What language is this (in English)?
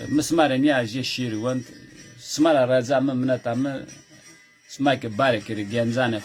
Zaza